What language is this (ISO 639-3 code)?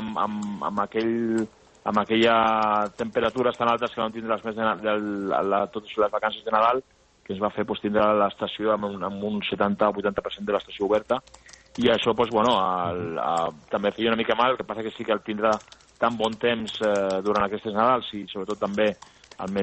cat